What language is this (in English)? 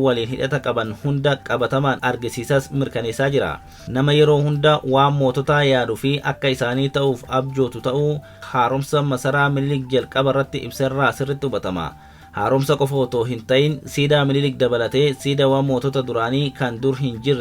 Oromo